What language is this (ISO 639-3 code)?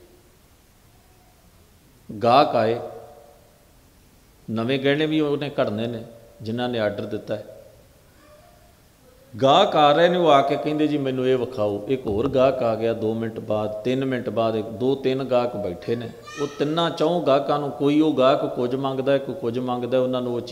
pan